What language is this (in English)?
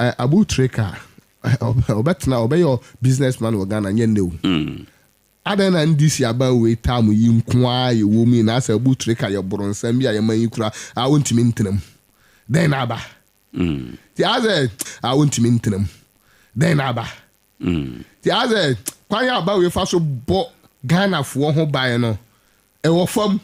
Akan